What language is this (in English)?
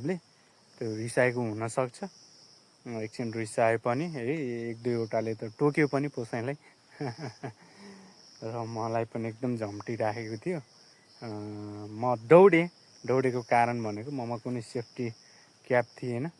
Nepali